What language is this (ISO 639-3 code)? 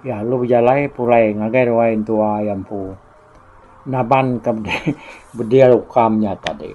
iba